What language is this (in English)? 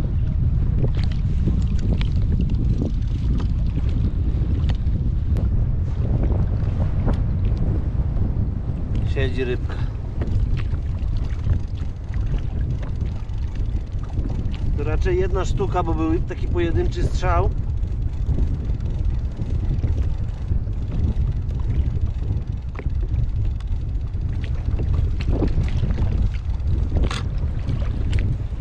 Polish